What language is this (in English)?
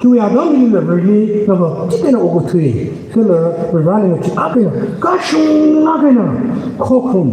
Tangkhul Naga (India)